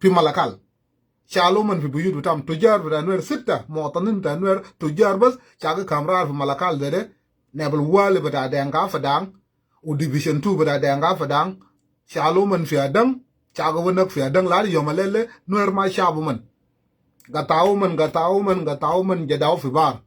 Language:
Nuer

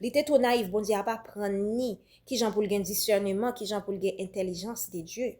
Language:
Haitian Creole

